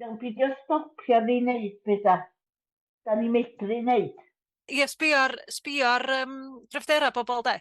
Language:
Welsh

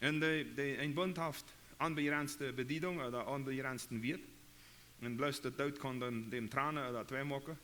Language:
Plautdietsch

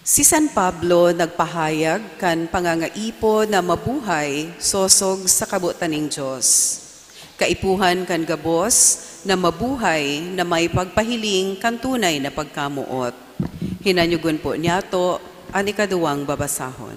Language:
Bikol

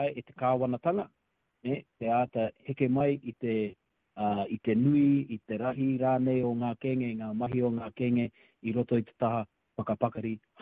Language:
Māori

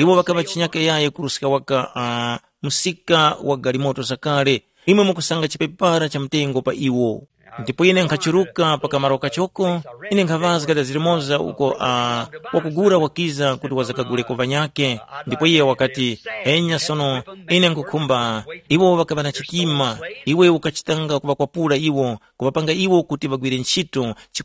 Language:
Tumbuka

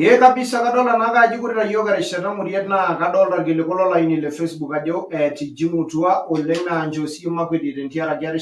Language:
Masai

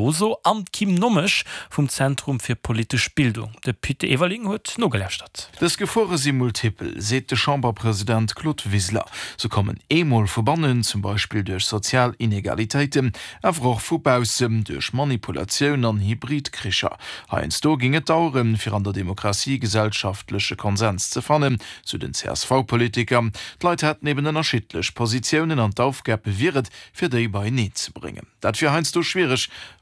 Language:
Luxembourgish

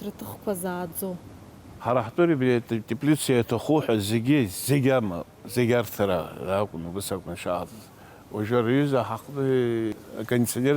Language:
Abkhazian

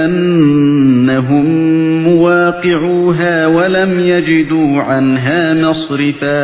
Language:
Uyghur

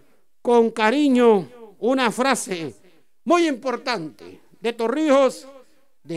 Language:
Spanish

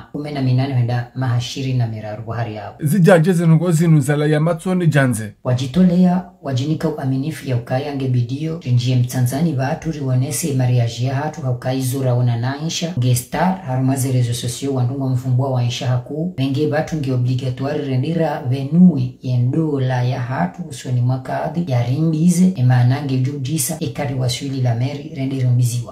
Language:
Ngazidja Comorian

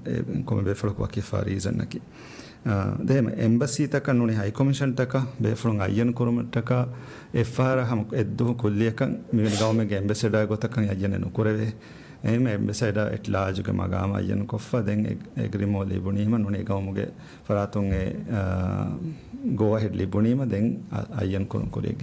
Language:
Divehi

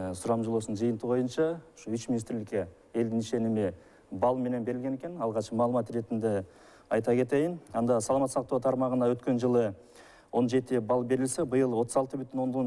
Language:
Kyrgyz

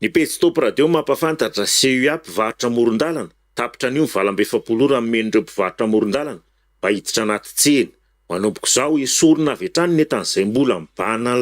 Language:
Malagasy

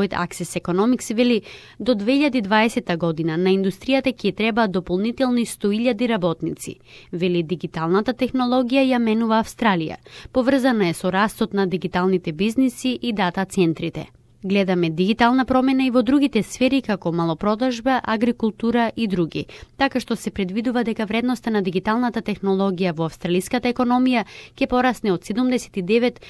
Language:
Macedonian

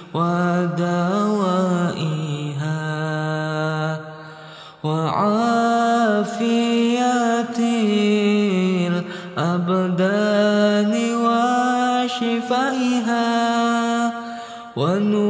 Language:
Arabic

